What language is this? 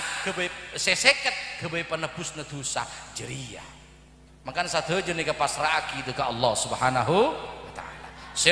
Madurese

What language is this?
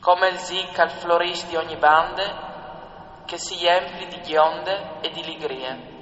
Friulian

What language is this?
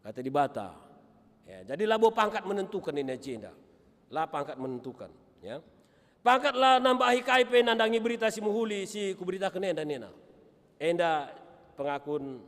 Batak Karo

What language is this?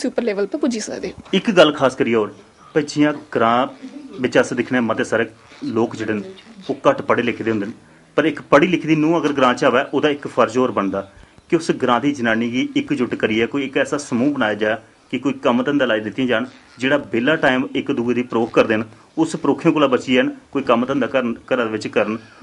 Dogri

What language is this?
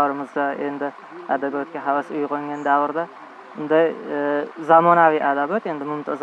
Uzbek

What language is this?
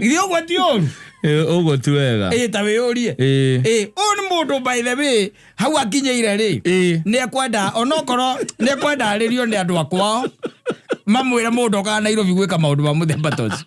Kikuyu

